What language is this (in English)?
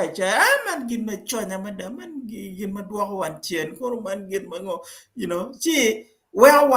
Acoli